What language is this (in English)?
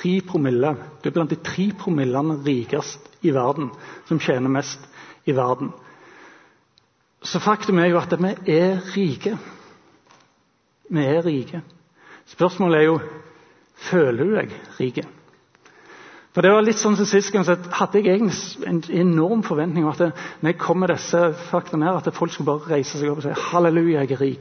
Norwegian